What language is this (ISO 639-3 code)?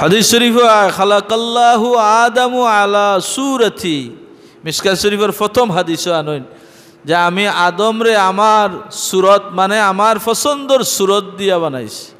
syl